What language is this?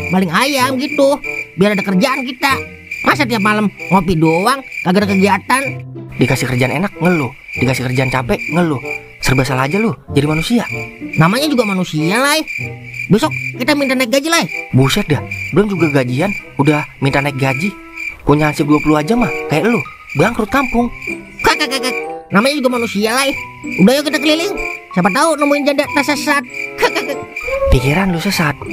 Betawi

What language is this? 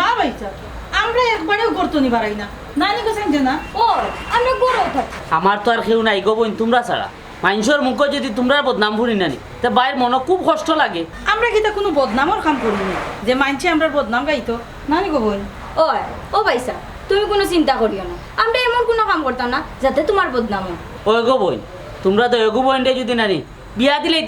Sylheti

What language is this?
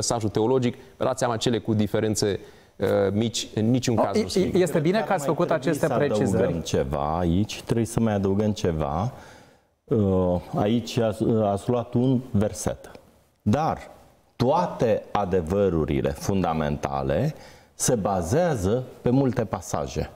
Romanian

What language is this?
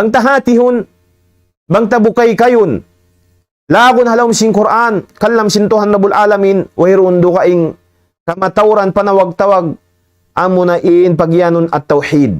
Tausug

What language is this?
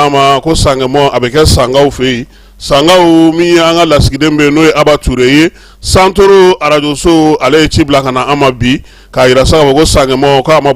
Bambara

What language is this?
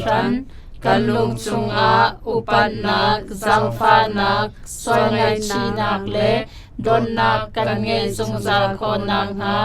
Hakha Chin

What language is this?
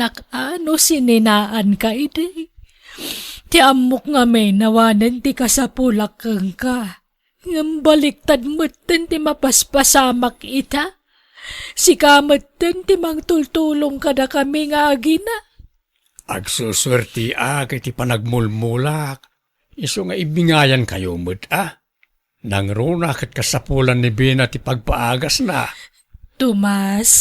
Iloko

